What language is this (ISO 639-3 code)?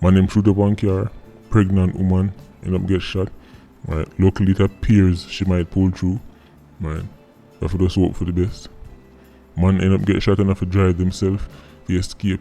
jam